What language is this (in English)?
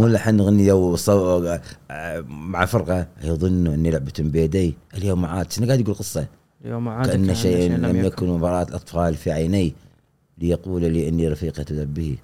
Gulf Arabic